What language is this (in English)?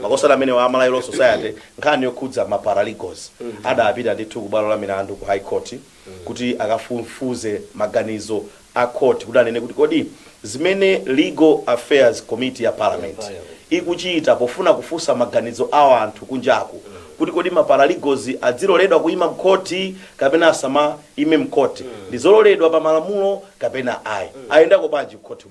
Nyanja